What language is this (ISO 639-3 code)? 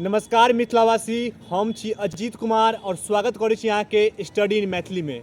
mai